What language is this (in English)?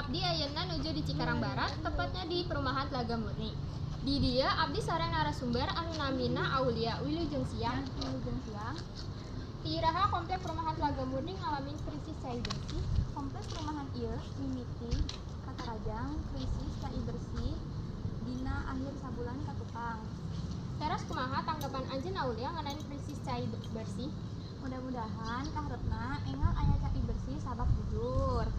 Sundanese